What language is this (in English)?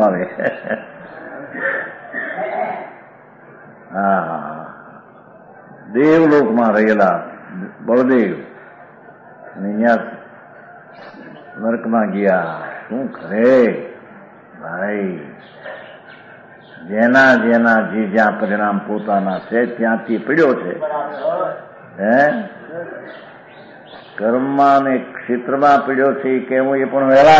Gujarati